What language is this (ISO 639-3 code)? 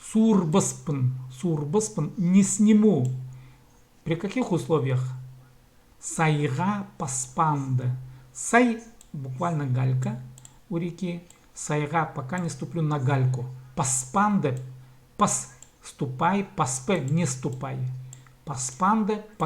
kjh